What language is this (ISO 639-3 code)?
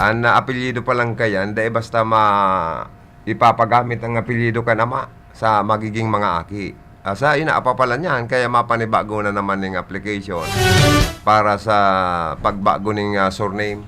bik